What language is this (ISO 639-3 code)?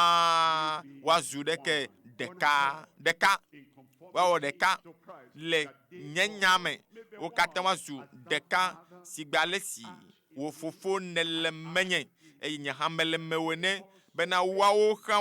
ewe